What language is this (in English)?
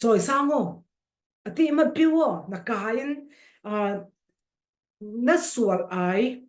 Falam Chin